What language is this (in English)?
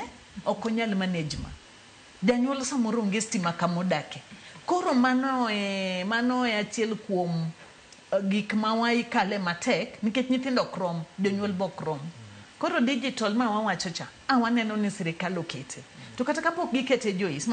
Luo (Kenya and Tanzania)